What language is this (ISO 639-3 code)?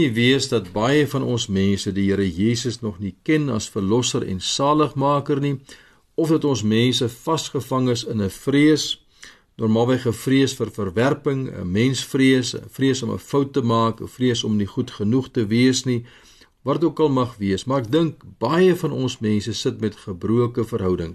afr